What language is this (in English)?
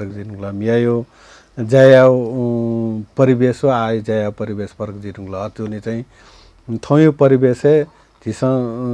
Newari